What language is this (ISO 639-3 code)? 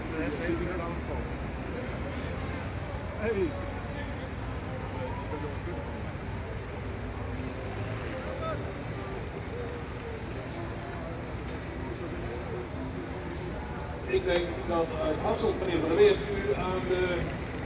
nld